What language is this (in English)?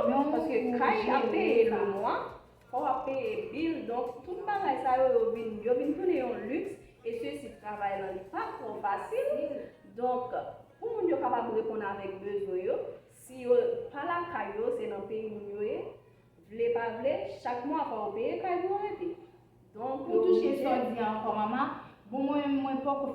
Haitian Creole